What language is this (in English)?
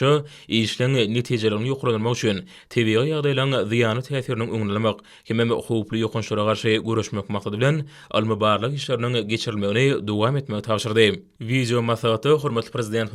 Turkmen